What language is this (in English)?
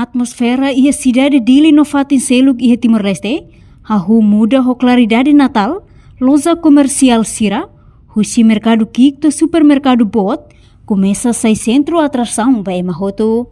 Tetum